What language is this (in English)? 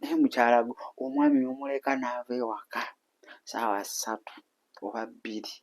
Ganda